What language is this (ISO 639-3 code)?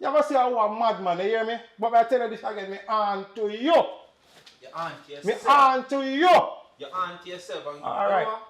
jam